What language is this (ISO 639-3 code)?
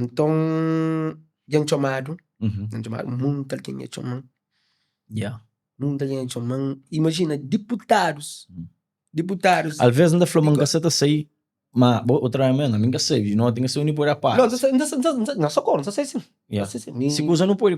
kea